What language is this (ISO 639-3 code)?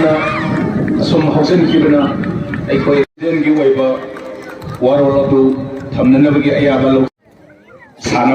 mni